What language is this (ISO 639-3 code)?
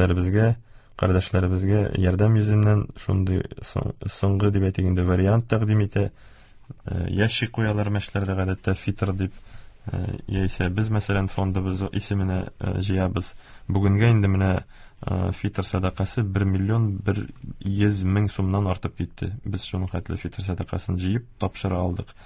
tat